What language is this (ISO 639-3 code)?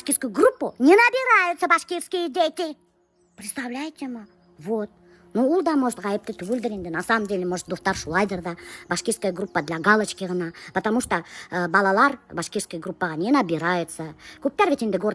bak